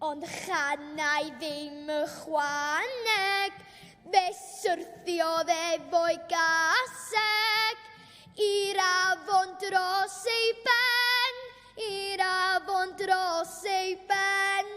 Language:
Welsh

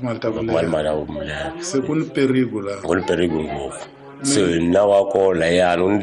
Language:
Tsonga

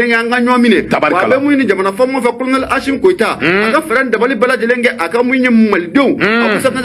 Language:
Bambara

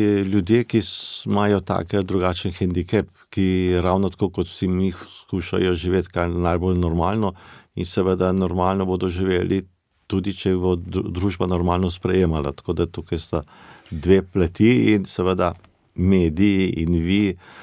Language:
Slovenian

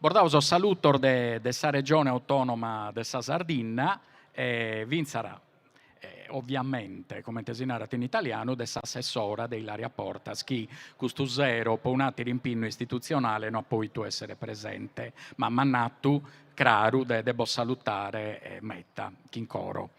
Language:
Sardinian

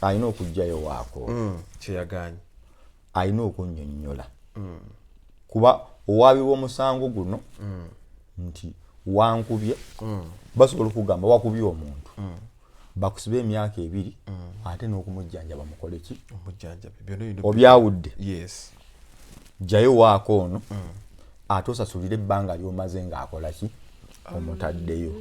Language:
Ganda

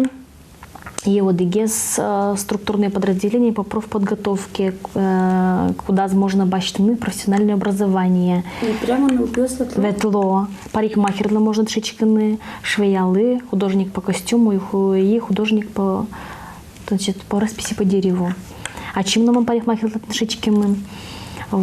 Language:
Udmurt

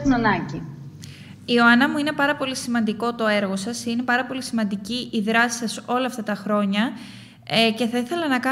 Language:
Greek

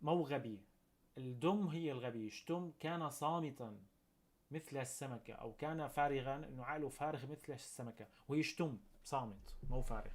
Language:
North Levantine Arabic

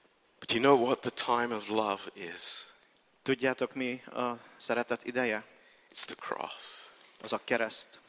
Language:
Hungarian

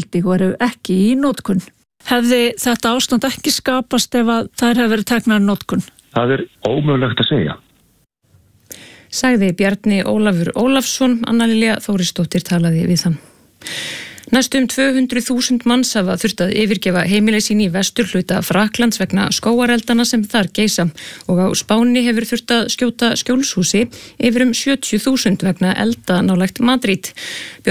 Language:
Icelandic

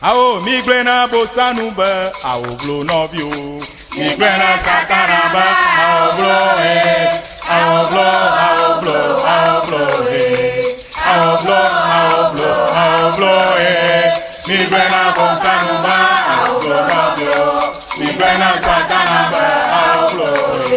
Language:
Ewe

